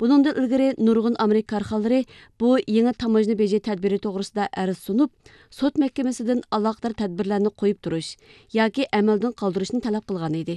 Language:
Uyghur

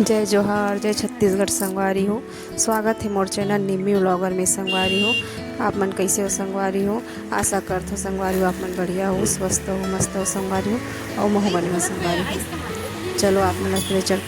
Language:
Chhattisgarhi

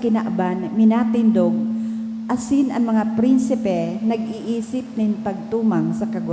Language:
Bikol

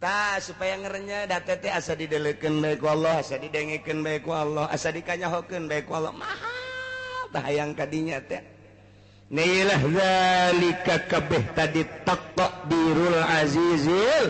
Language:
Sundanese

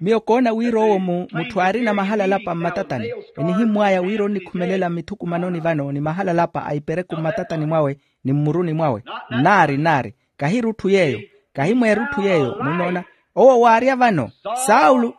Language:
Makhuwa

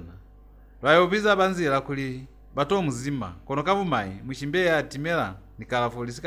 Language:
Lozi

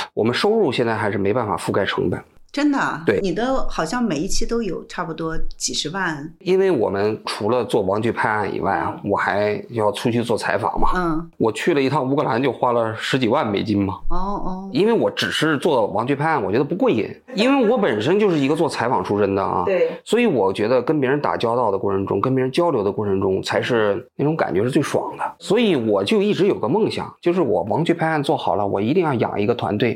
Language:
Chinese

